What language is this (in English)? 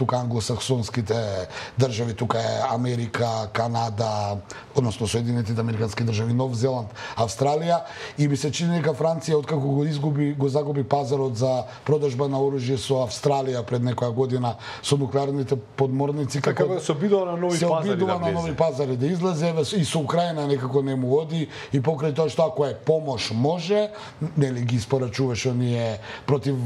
Macedonian